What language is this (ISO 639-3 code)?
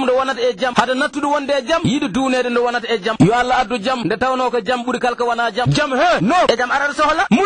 ful